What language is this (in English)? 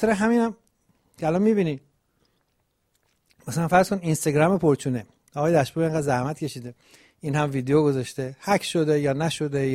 Persian